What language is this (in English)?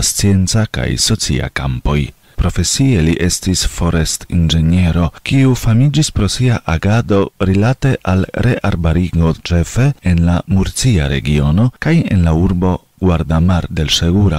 Esperanto